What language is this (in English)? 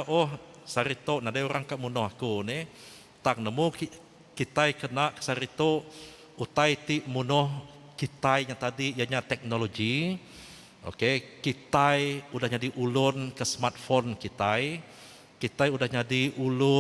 Iban